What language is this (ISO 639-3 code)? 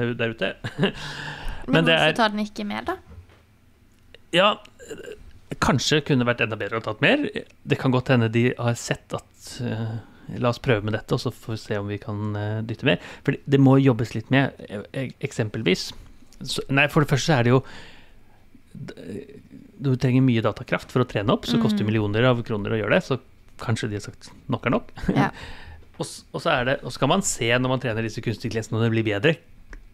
nor